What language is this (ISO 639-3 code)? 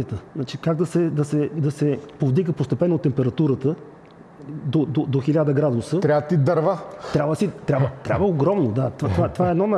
bul